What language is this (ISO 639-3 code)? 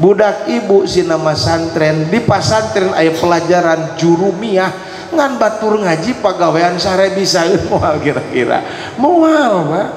sun